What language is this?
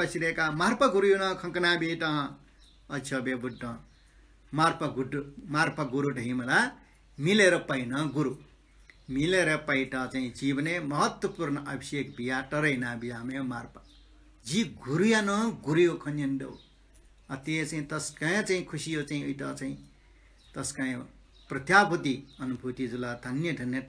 Newari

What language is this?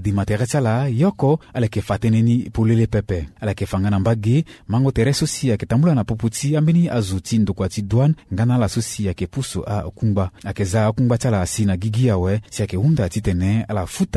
Sango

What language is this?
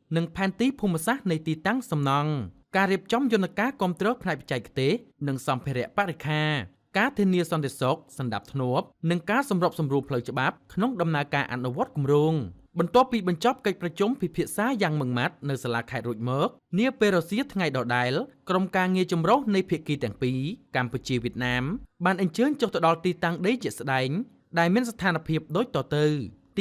Khmer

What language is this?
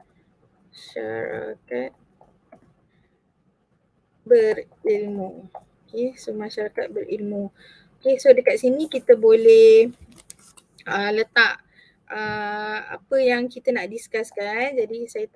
Malay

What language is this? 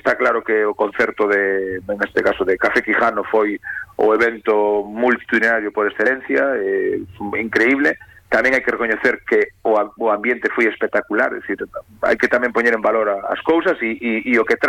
Galician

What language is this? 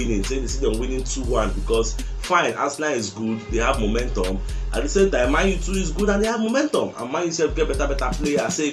Nigerian Pidgin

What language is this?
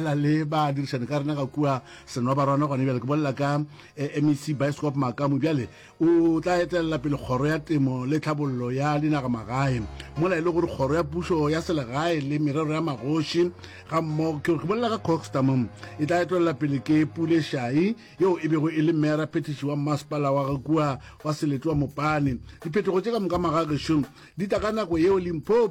Northern Sotho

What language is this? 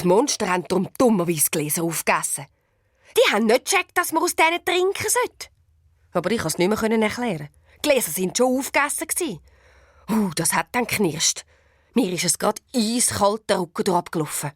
Swiss German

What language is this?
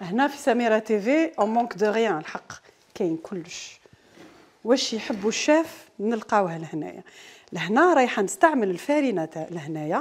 Algerian Arabic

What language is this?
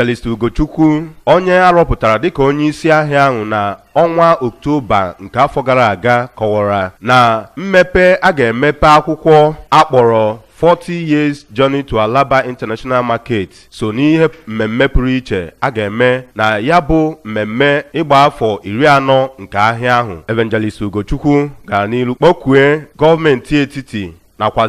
Igbo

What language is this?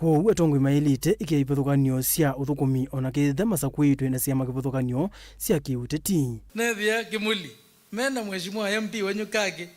Kamba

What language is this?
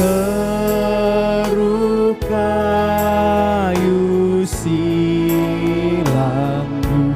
Batak Karo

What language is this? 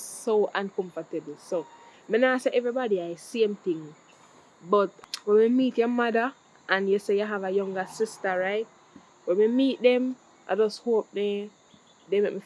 Jamaican Creole English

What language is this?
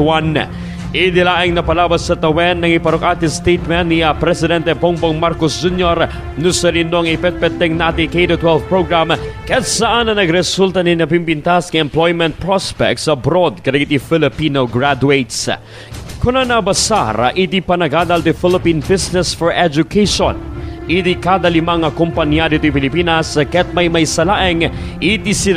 Iloko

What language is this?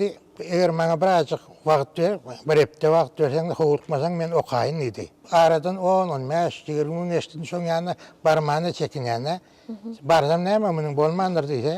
Turkmen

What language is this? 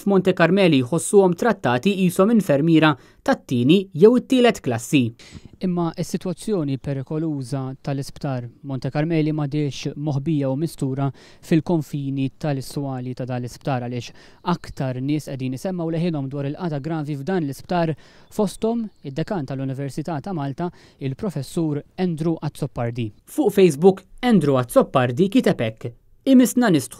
Maltese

